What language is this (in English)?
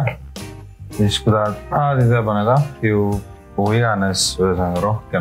Estonian